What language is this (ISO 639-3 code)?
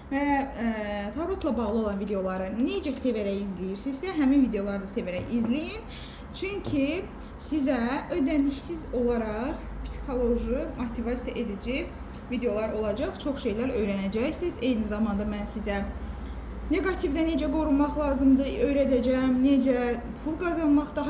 aze